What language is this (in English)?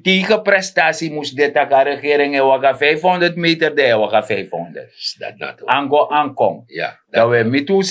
Sranan Tongo